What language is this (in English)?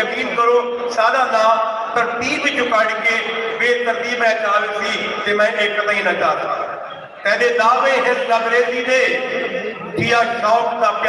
Saraiki